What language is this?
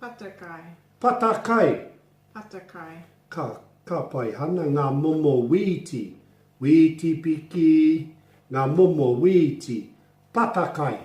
Māori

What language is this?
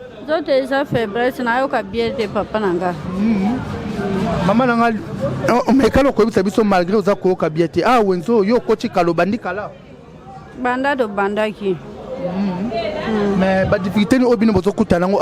Lingala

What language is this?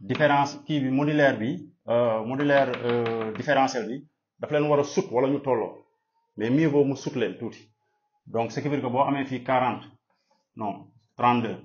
Wolof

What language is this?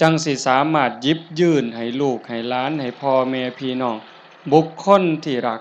Northeastern Thai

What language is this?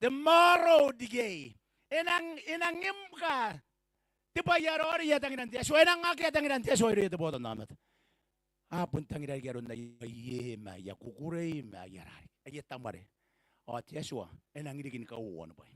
Gilbertese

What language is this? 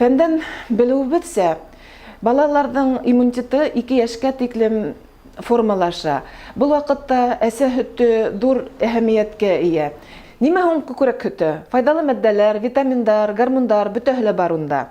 Bashkir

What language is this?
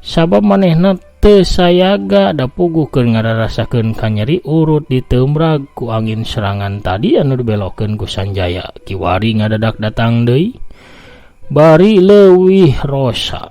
Sundanese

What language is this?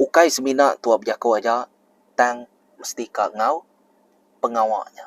Iban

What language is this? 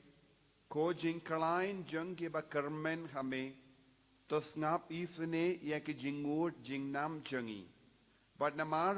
Khasi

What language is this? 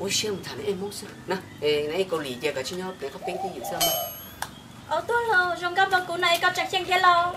Hmong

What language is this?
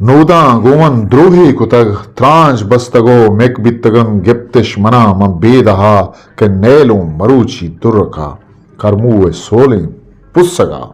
Eastern Balochi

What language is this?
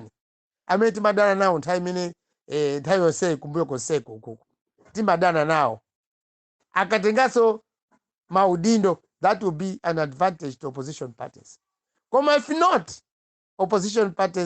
Nyanja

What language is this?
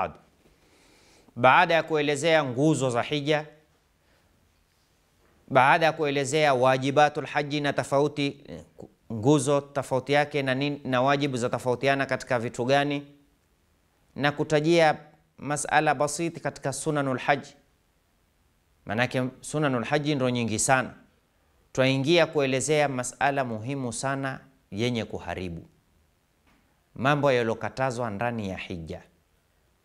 Swahili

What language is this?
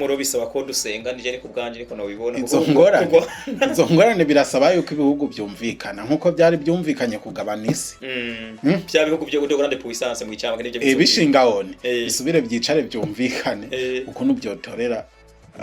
Rundi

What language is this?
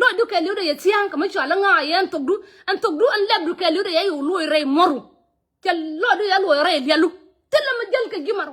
Nuer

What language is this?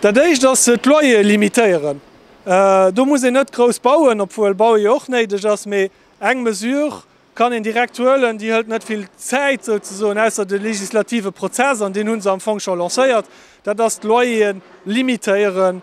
Luxembourgish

